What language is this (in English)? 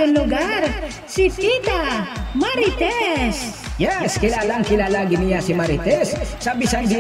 Hiligaynon